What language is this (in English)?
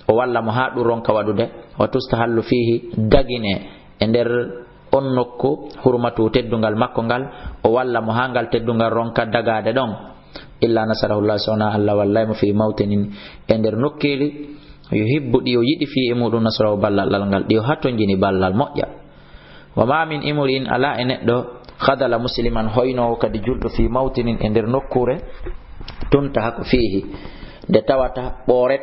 Fula